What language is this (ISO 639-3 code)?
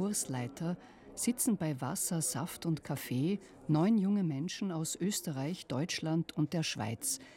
deu